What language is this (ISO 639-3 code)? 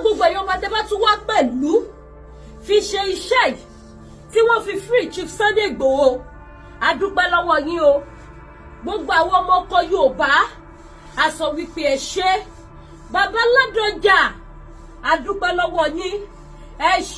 yor